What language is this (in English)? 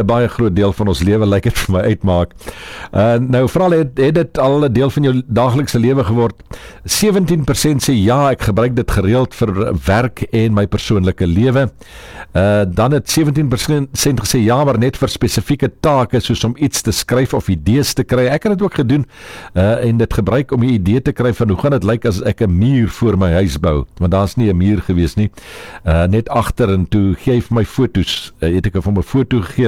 Afrikaans